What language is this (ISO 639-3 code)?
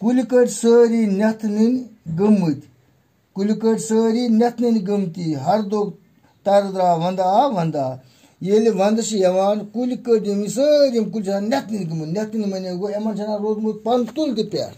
kas